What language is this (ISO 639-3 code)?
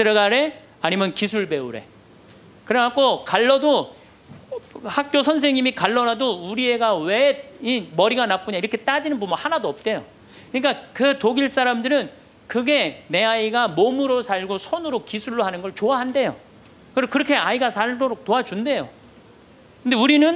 kor